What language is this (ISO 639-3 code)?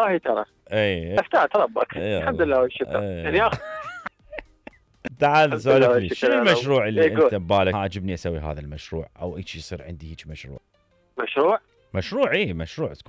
acm